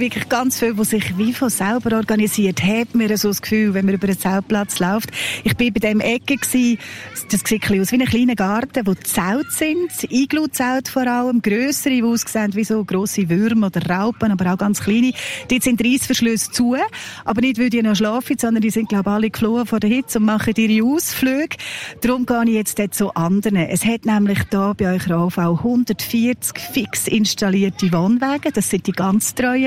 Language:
German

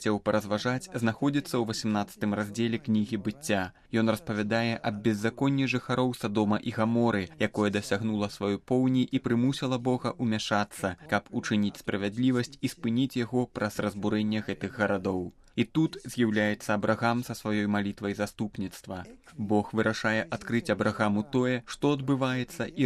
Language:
Belarusian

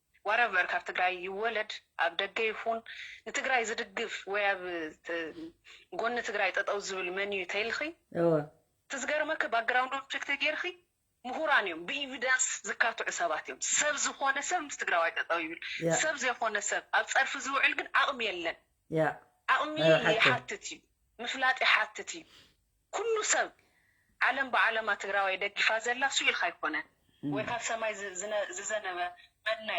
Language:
Tigrinya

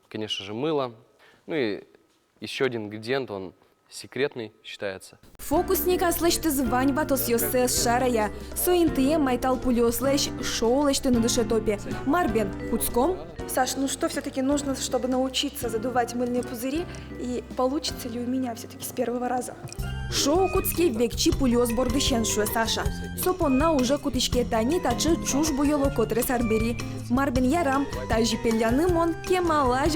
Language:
Udmurt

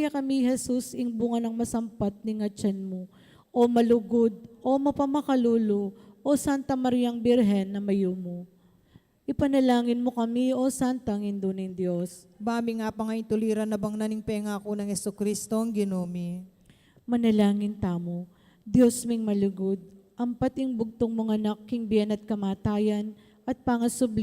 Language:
Pampanga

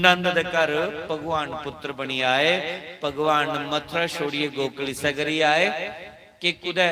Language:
Dogri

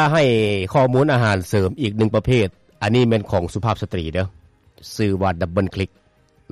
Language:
Lao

